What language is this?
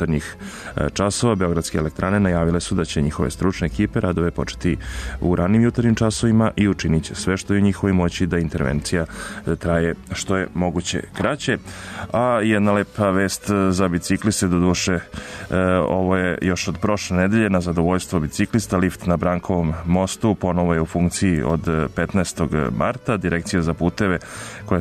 Serbian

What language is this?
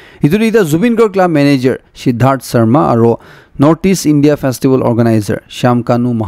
Naga Pidgin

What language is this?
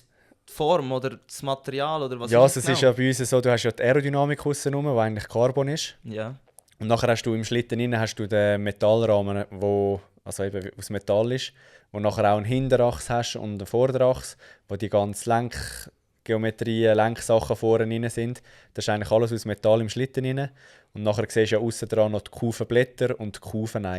Swiss German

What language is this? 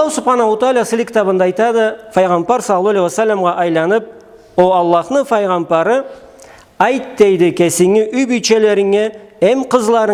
Karachay-Balkar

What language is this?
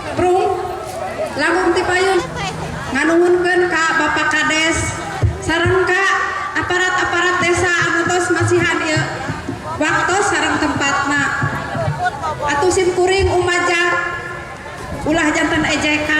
Sundanese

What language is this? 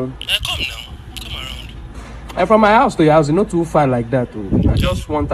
Nigerian Pidgin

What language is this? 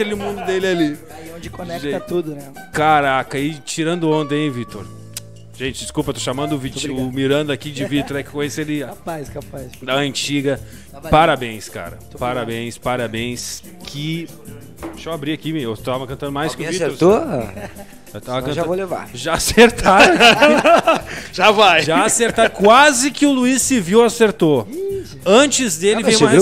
Portuguese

